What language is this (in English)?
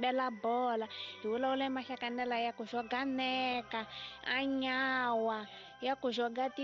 Tsonga